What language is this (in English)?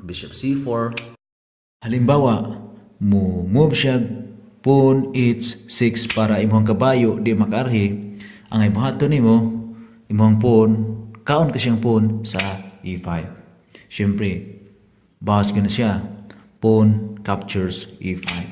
Cebuano